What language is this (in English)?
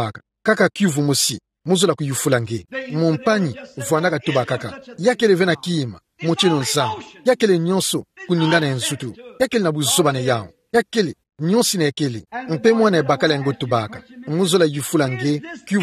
Kituba (Democratic Republic of Congo)